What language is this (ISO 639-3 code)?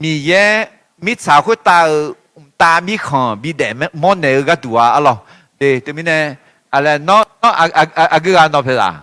ahk